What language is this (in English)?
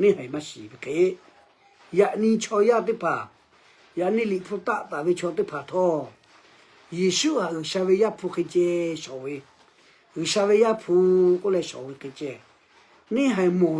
Lahu